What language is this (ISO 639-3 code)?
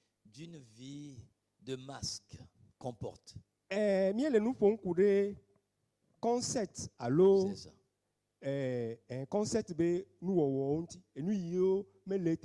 ewe